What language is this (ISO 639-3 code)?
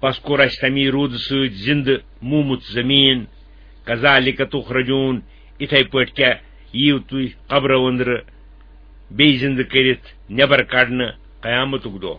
kas